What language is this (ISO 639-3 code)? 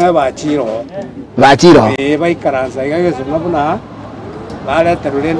guz